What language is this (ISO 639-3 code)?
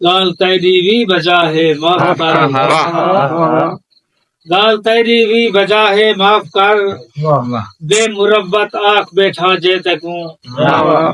skr